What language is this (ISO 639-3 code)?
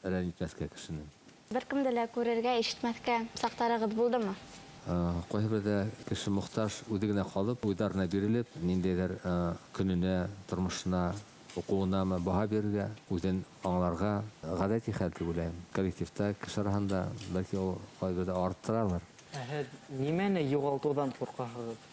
bak